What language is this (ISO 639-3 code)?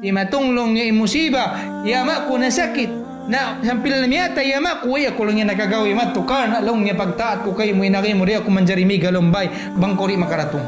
tsg